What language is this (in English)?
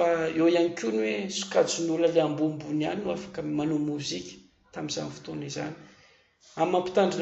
Malagasy